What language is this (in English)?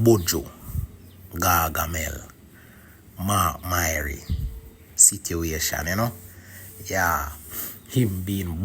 Jamaican Creole English